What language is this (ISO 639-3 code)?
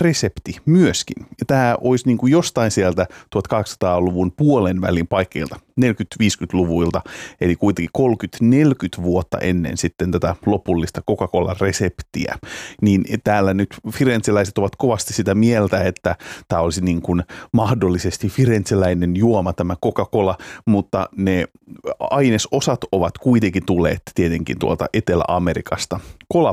fin